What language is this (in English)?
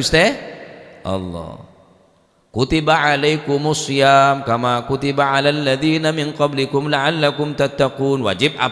Madurese